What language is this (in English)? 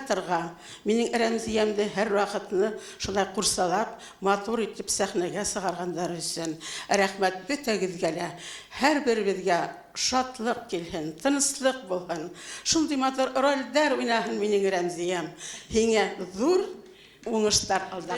Bashkir